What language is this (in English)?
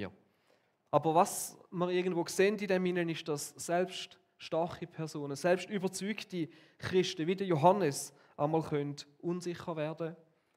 Swiss German